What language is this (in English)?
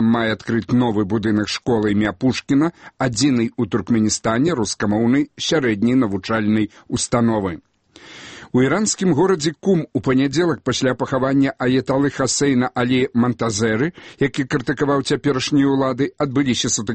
Belarusian